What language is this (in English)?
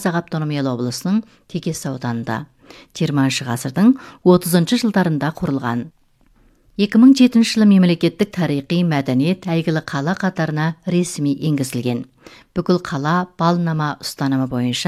Kazakh